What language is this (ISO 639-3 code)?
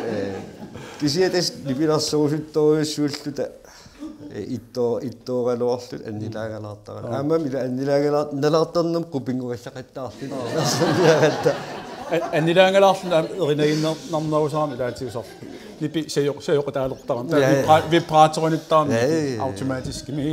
kal